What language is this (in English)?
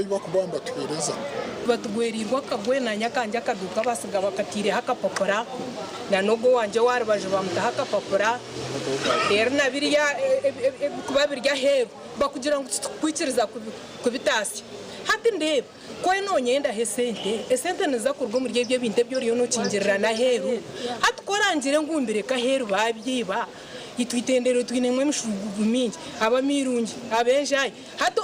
Nyankole